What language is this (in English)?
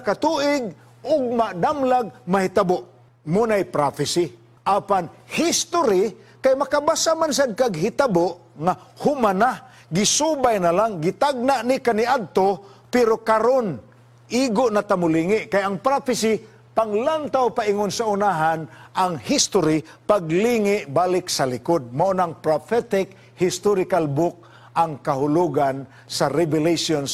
Cebuano